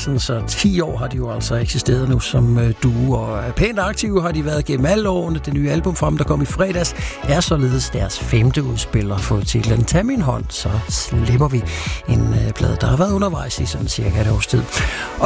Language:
Danish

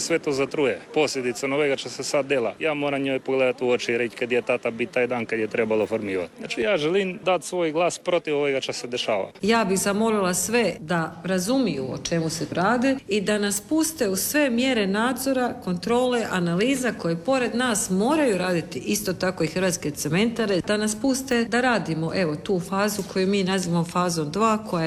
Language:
Croatian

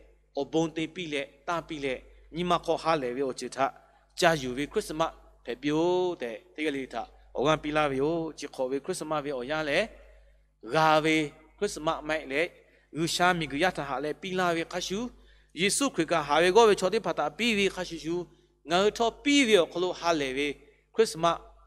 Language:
Lahu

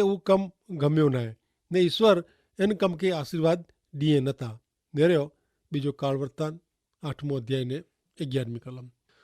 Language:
Kachhi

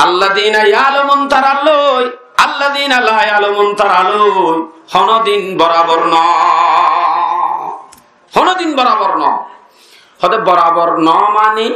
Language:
Rohingya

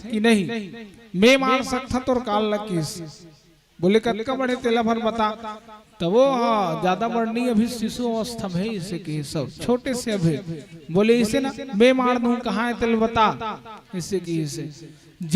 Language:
Chhattisgarhi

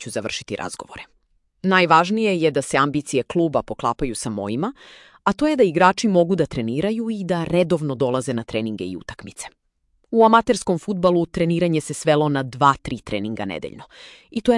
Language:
Serbian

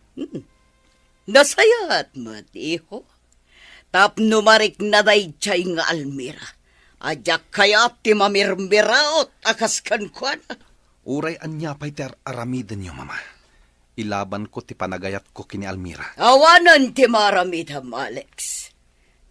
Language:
Iloko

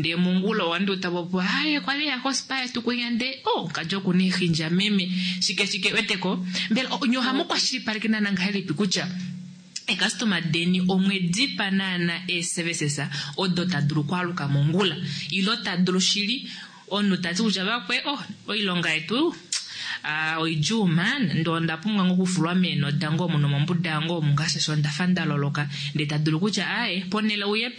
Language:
Kuanyama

